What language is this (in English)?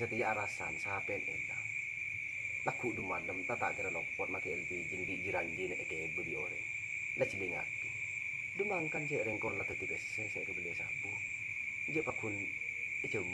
Madurese